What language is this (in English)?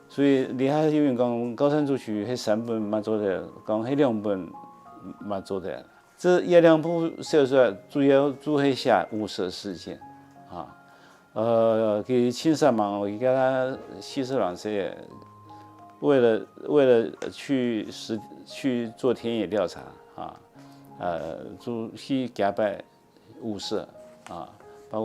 Hakka Chinese